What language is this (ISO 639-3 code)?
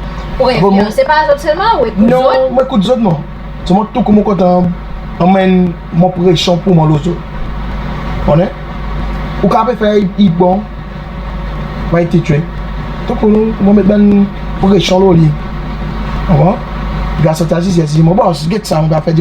crs